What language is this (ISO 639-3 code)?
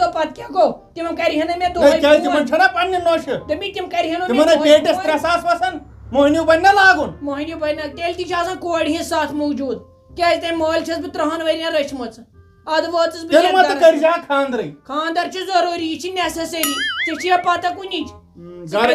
kas